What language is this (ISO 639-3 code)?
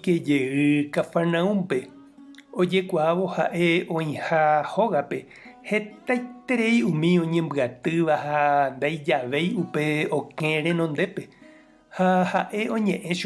grn